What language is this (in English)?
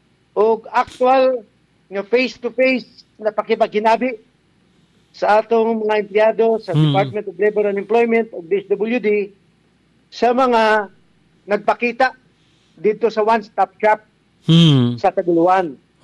Cebuano